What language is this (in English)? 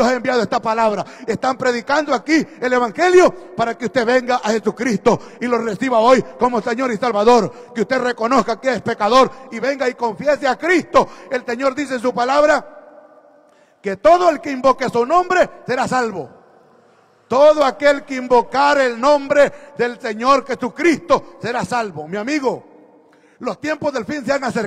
Spanish